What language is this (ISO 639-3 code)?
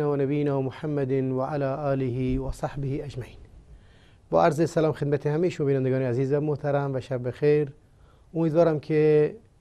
fas